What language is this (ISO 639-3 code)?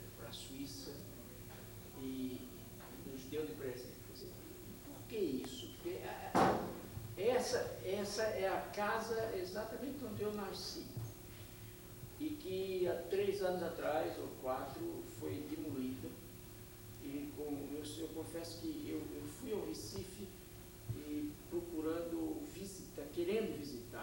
por